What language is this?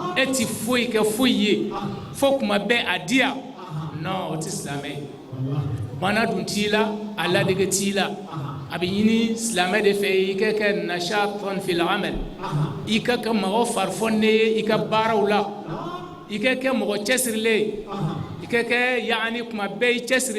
Bambara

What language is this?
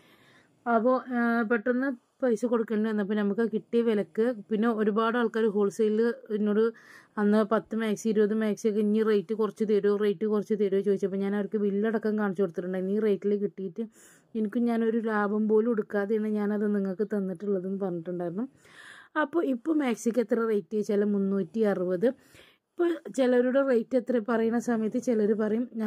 Malayalam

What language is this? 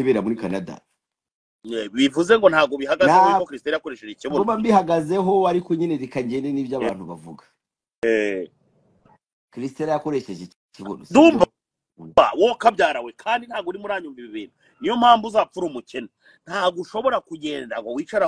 Kinyarwanda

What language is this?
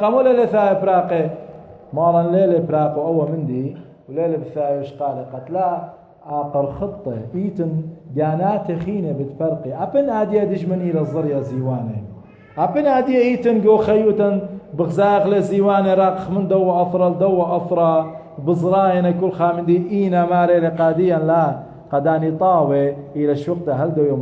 Assyrian Neo-Aramaic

